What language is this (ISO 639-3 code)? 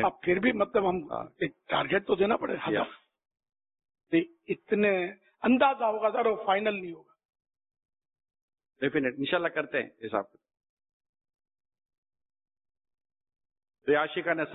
urd